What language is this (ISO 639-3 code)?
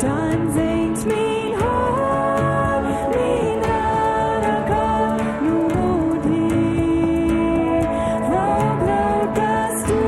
pdt